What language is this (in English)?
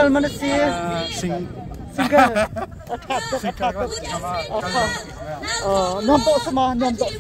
Hakha Chin